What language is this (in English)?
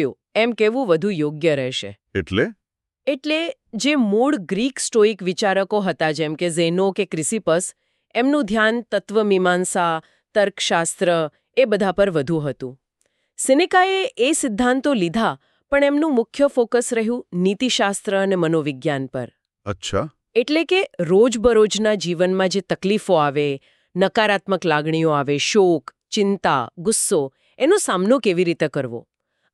Gujarati